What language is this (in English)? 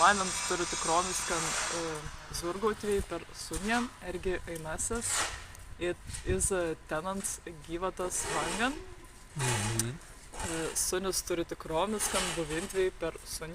Prussian